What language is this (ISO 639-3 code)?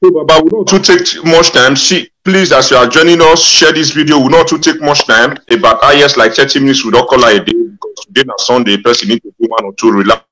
pcm